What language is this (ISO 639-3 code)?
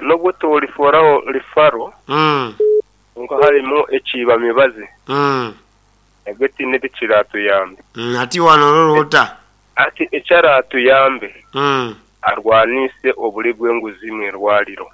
nyn